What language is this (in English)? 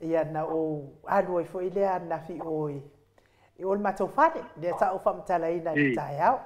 Samoan